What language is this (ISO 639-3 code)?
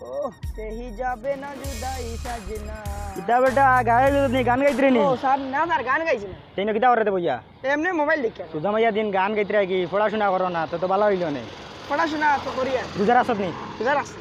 syl